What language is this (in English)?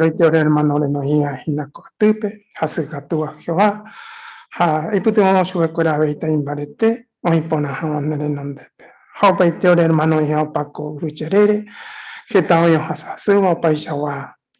Guarani